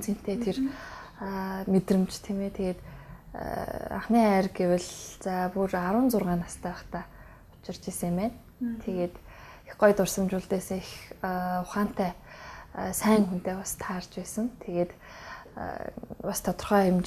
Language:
Mongolian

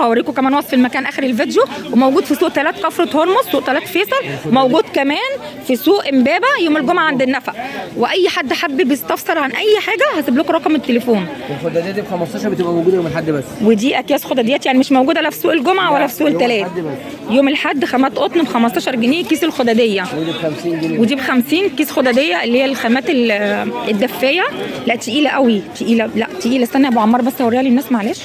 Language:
Egyptian Arabic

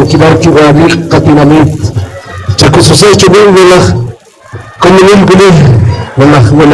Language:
Poqomchi'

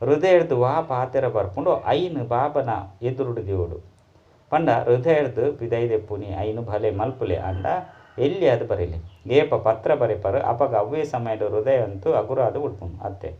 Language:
Tulu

